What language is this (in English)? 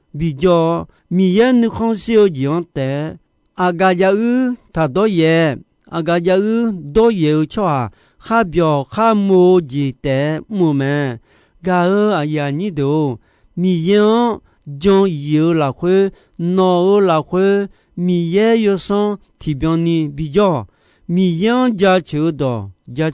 Akha